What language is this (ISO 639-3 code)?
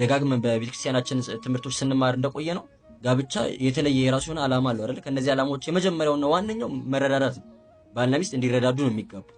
amh